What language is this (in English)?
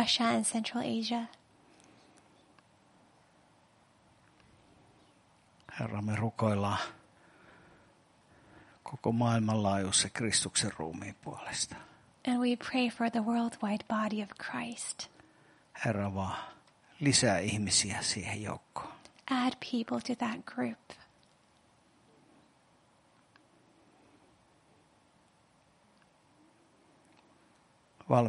Finnish